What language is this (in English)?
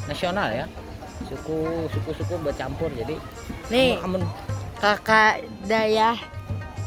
Banjar